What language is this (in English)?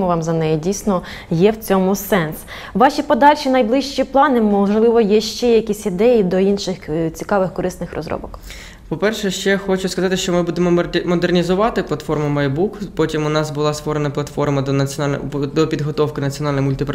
Ukrainian